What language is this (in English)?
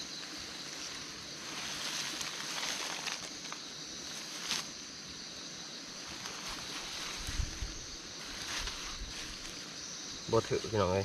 Lao